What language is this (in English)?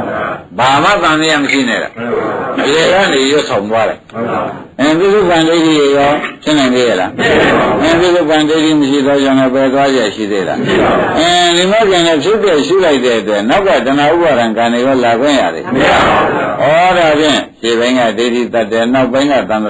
Burmese